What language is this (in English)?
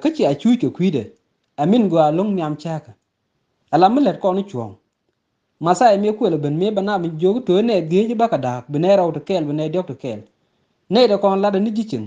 Nuer